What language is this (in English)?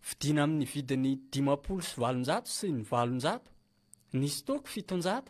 Malagasy